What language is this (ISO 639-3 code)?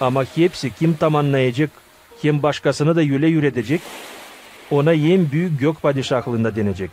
gag